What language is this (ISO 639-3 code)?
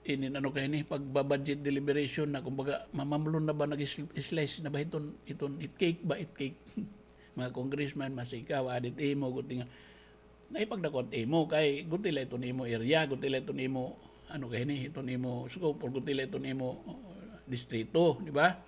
war